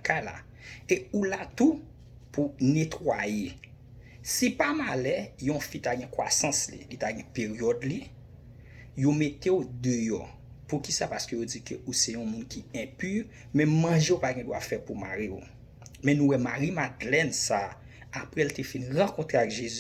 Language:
Haitian Creole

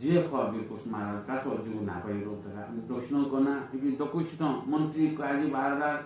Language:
Newari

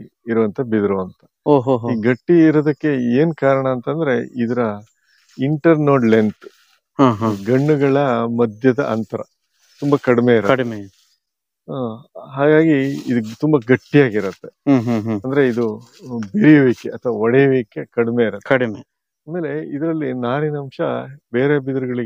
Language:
Kannada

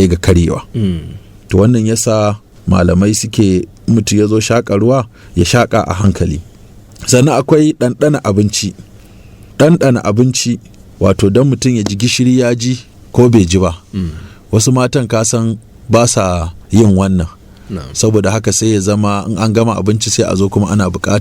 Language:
Hausa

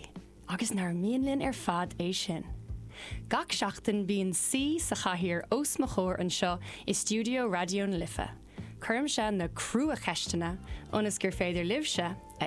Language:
Irish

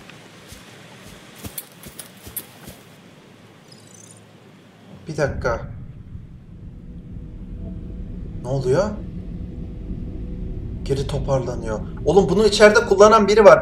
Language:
Turkish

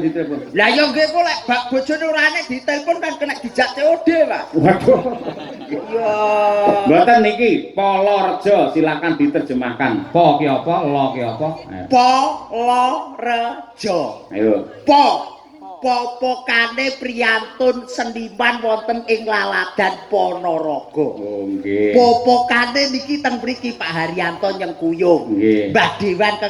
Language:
Javanese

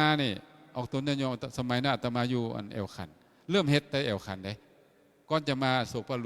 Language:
Lao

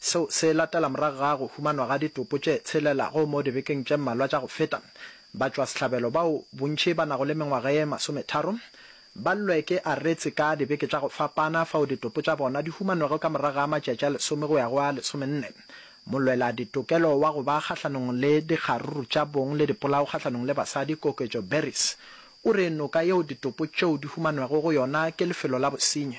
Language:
Northern Sotho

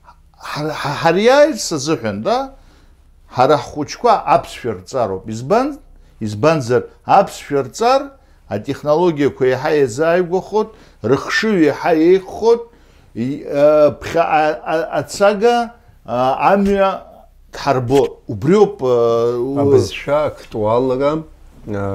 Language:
Abkhazian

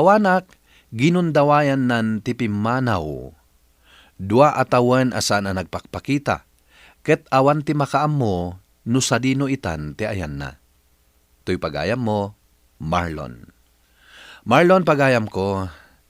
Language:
Iloko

